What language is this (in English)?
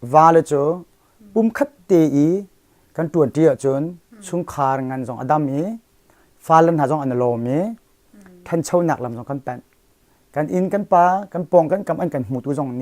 Hakha Chin